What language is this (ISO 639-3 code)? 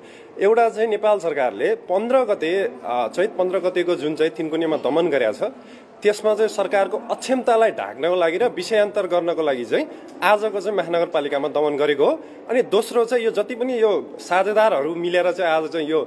nep